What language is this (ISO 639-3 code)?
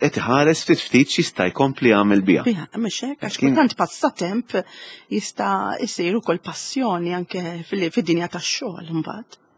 mlt